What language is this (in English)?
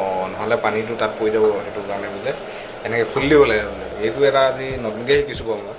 Assamese